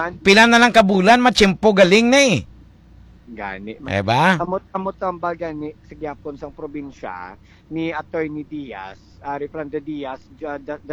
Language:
Hiligaynon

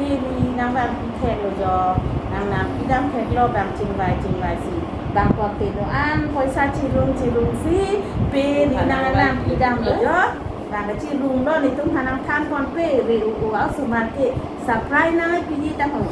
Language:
Karbi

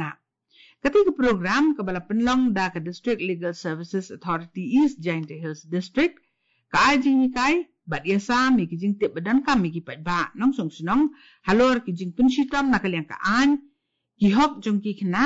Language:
Khasi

